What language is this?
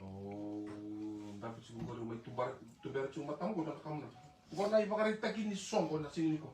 Fijian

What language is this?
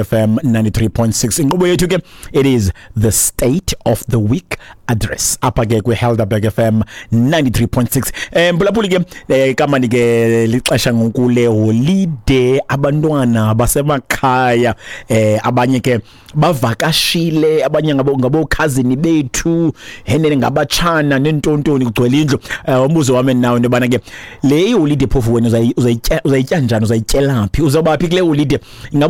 Xhosa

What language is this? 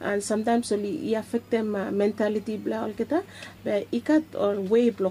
Bislama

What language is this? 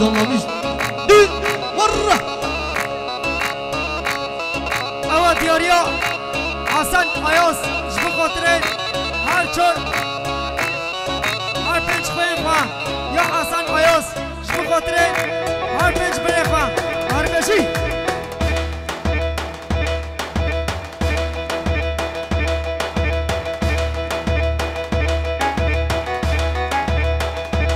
Kurdish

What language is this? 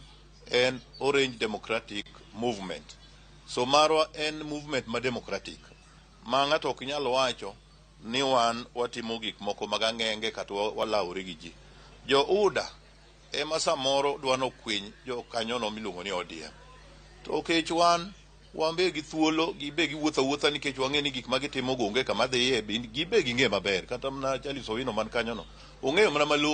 Luo (Kenya and Tanzania)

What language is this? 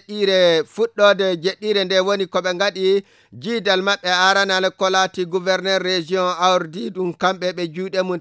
Fula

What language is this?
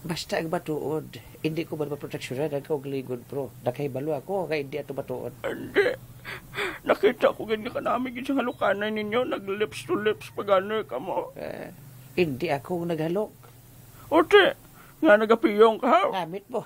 Hiligaynon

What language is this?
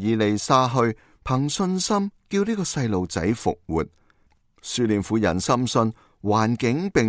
Cantonese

